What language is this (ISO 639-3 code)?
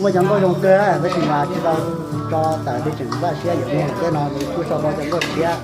hmn